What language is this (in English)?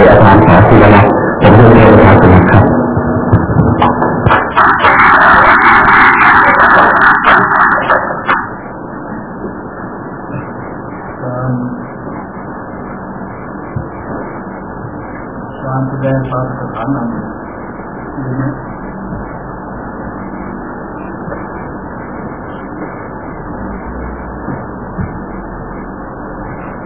Thai